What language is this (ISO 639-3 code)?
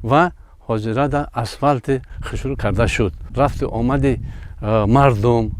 tgk